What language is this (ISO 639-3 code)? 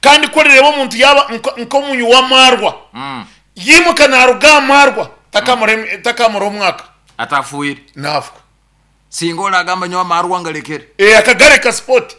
nyn